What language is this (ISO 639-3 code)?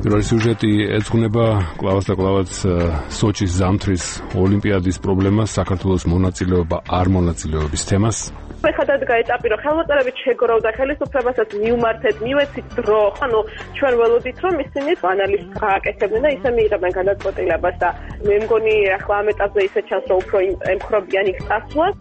kat